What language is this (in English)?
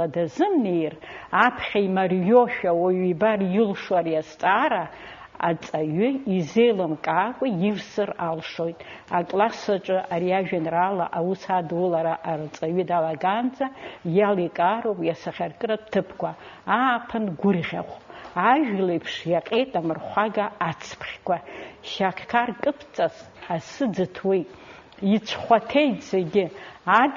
Abkhazian